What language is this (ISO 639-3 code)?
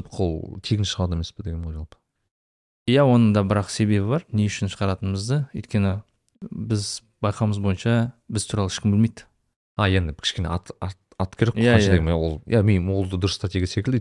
kaz